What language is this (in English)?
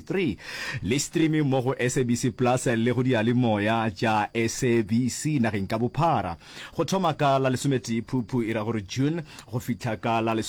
Northern Sotho